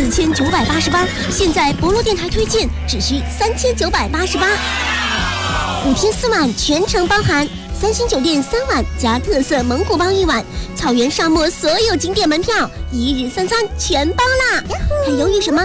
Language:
Chinese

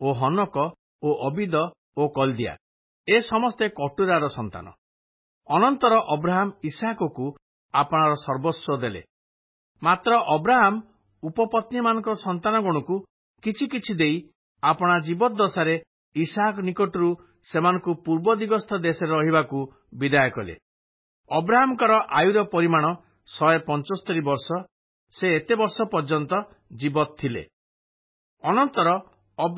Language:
Odia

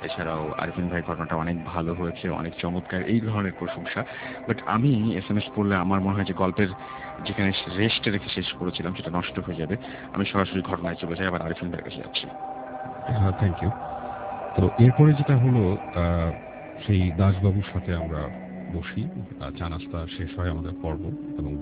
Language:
Bangla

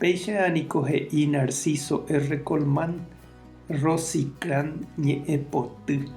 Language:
Guarani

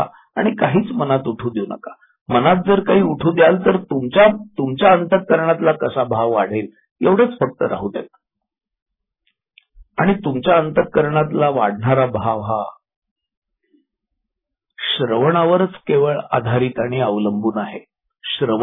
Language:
Marathi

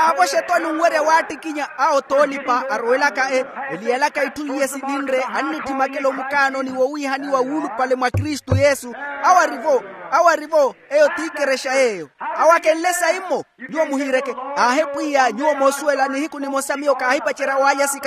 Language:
Makhuwa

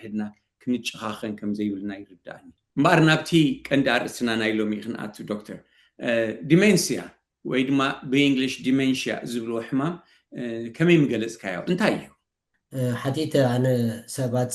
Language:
Tigrinya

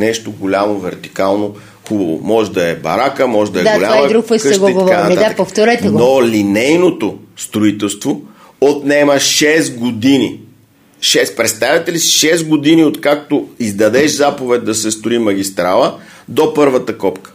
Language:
Bulgarian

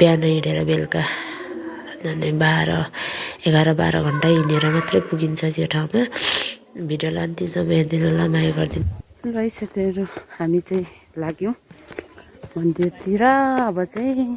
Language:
Nepali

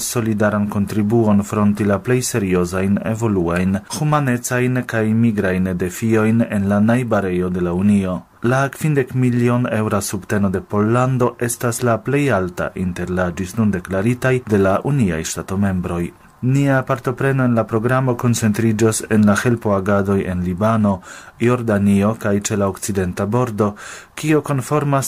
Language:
Esperanto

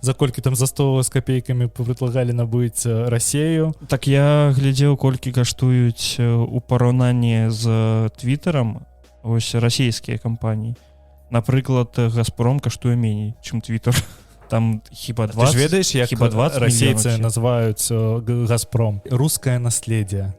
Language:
Belarusian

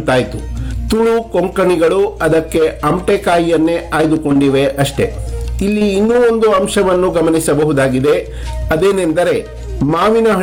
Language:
Kannada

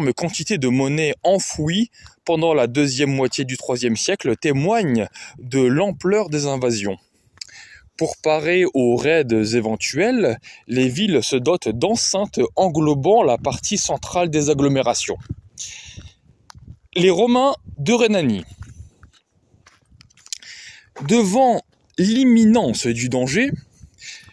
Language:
French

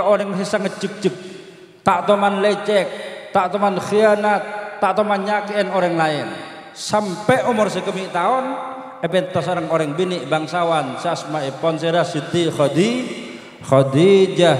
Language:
Madurese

